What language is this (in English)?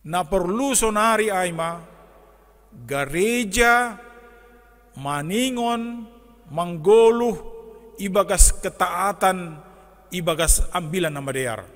Batak Simalungun